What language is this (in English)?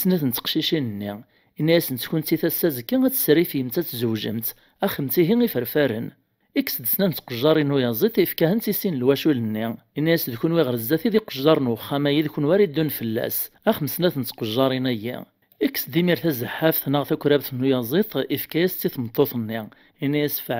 Kabyle